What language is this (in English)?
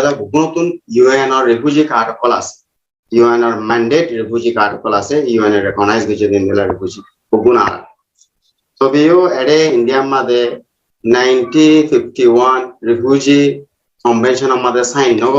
Rohingya